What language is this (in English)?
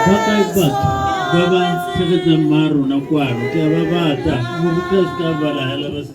Tswana